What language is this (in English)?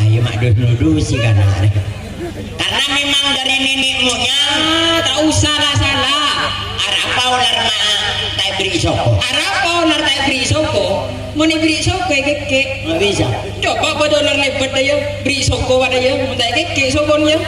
Madurese